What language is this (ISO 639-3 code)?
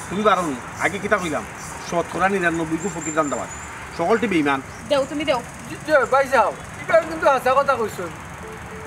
syl